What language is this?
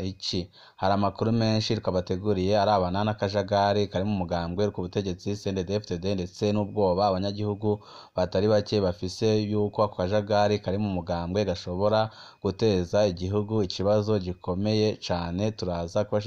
Rundi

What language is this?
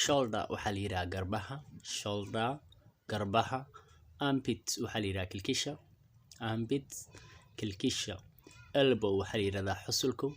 Somali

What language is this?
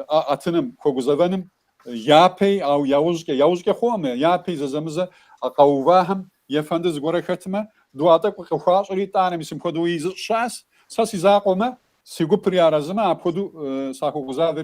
Kabardian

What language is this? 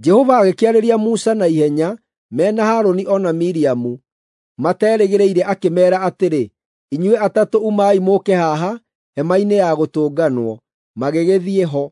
Kikuyu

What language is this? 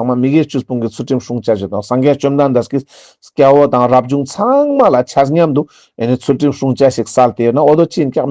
Ladakhi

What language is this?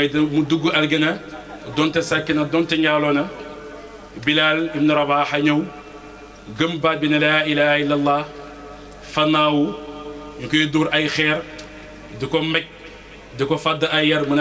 Wolof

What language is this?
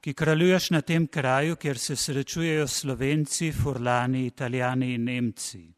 Slovenian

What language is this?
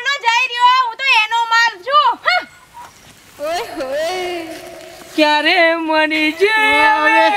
Gujarati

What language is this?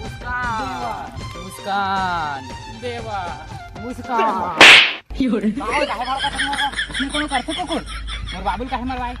Chhattisgarhi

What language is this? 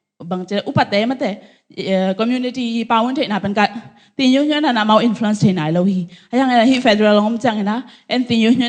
Tedim Chin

